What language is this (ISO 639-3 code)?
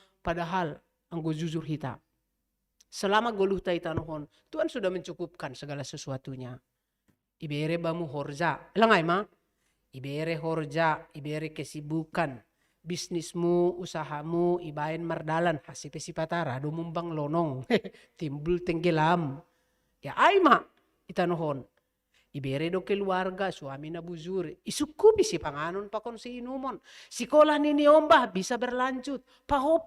bts